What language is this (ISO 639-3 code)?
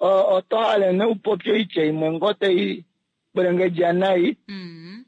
kua